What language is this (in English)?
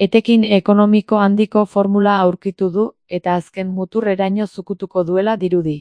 Basque